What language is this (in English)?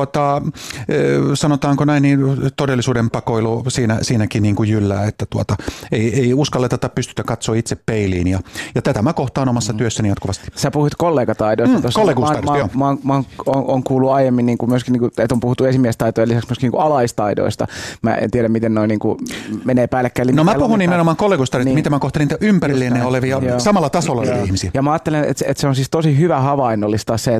Finnish